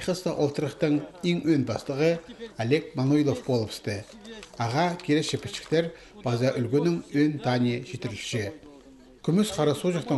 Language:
Khakas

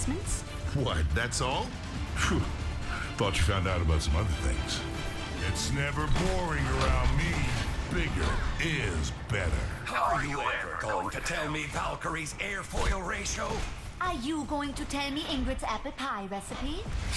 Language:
English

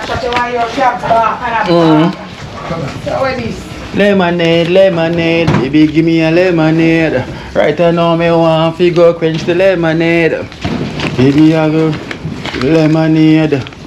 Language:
Jamaican Creole English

